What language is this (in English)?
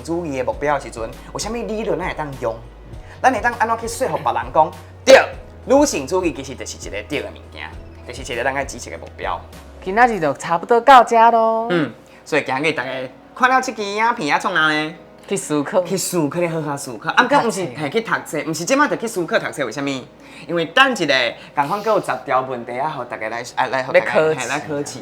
Min Nan Chinese